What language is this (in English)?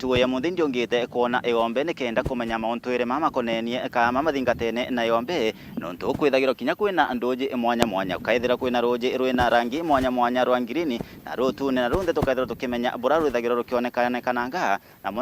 Meru